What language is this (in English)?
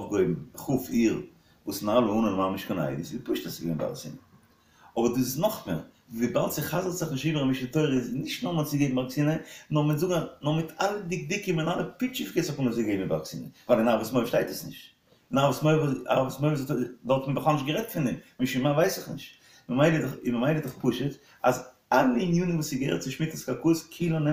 Yiddish